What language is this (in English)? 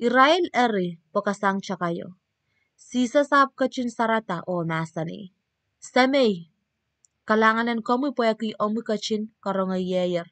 Pohnpeian